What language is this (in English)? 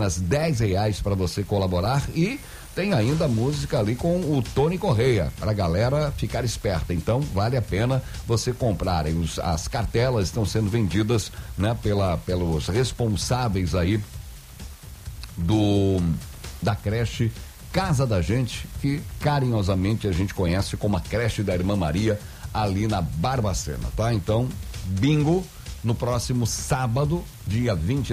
Portuguese